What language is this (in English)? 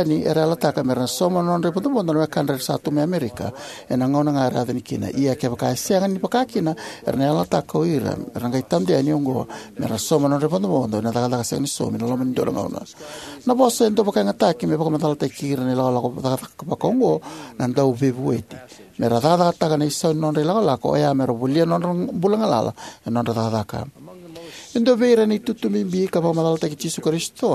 Fijian